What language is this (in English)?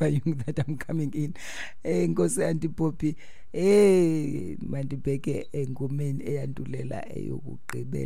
Afrikaans